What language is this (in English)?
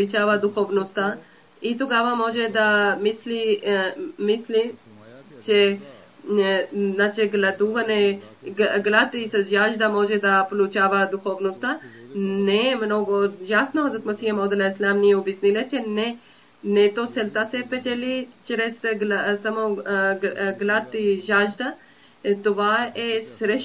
Bulgarian